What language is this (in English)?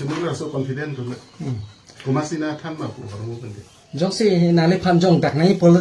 Karbi